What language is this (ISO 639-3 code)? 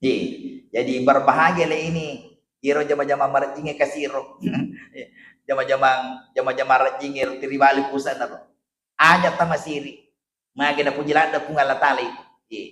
bug